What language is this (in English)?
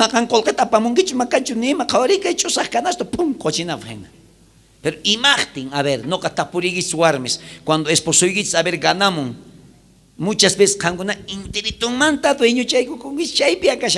South Bolivian Quechua